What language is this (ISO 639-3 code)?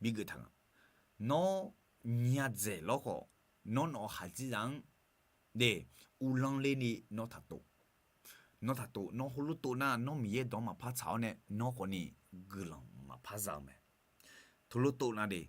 ahk